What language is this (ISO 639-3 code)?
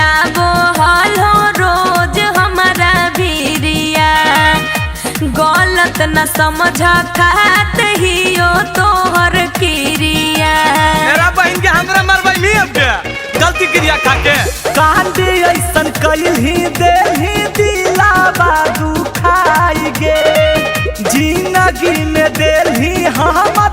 mag